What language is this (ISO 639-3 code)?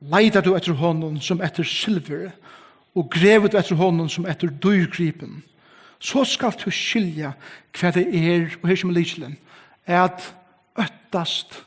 fao